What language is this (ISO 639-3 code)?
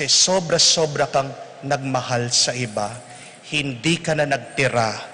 pam